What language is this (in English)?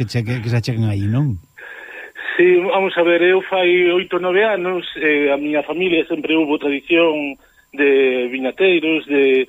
Galician